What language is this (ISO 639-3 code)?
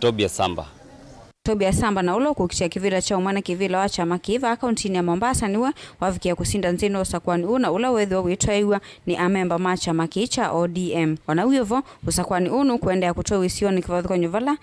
kam